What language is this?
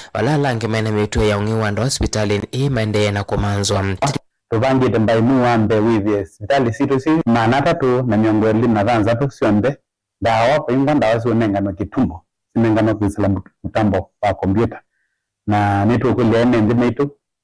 Kamba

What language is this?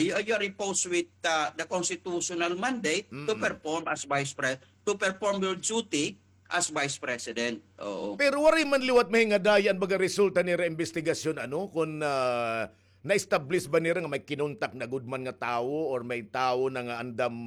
Waray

